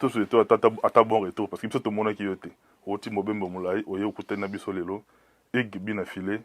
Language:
Lingala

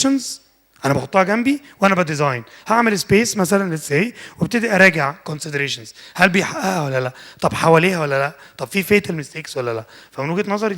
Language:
Egyptian Arabic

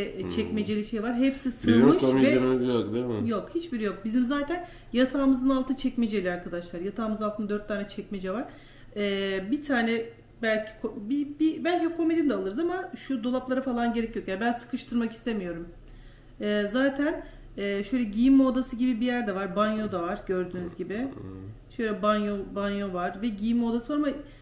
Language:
Turkish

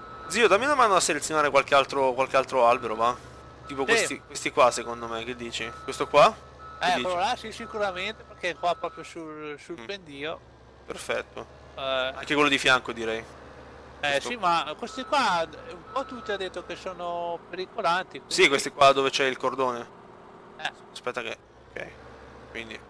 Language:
Italian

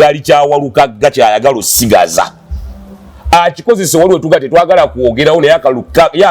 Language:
Ganda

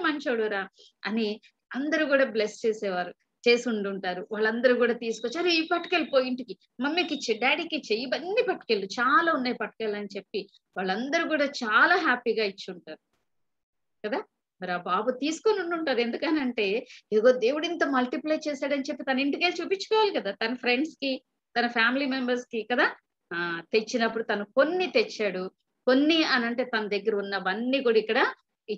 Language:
Telugu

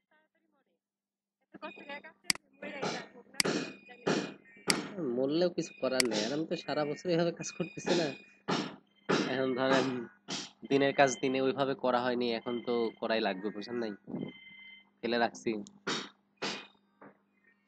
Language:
Bangla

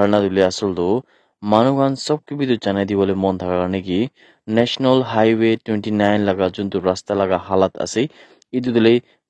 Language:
Naga Pidgin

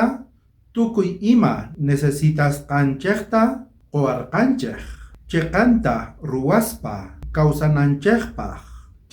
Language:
South Bolivian Quechua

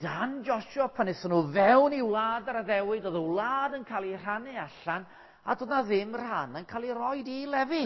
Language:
Welsh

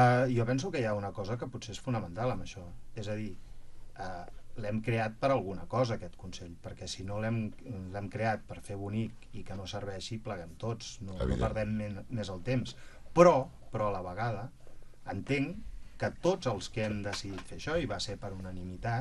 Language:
Catalan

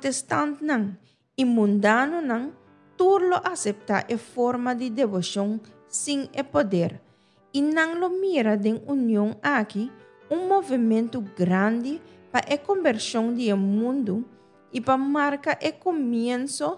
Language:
Papiamento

